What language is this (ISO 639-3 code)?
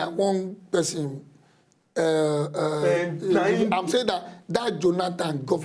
pcm